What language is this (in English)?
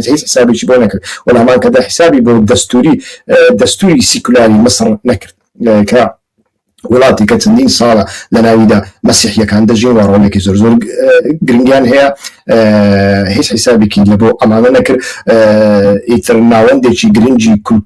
Central Kurdish